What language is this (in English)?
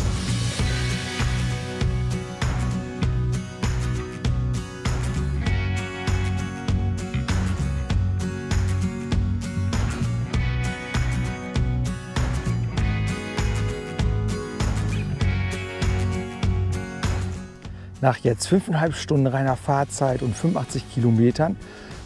German